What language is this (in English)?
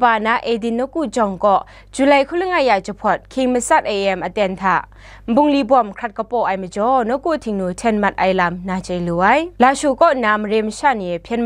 Kachin